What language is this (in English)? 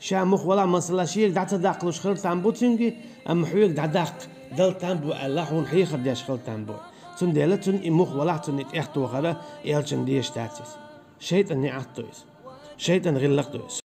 Chechen